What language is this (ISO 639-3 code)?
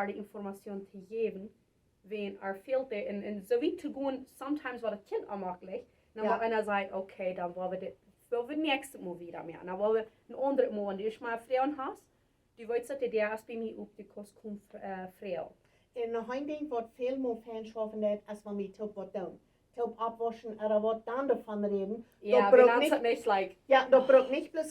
pdt